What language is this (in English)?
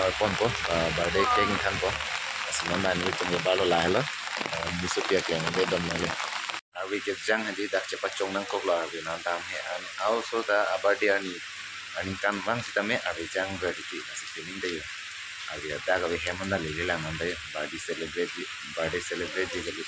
Karbi